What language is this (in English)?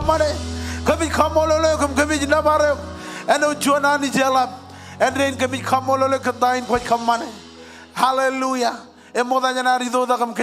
Marshallese